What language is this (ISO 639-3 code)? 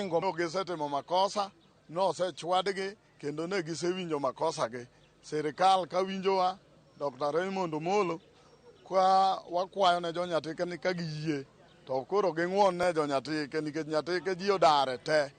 luo